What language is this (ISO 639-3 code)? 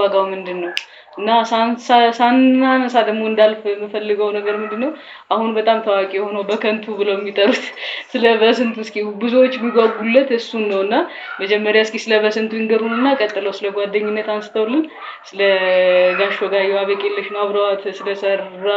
amh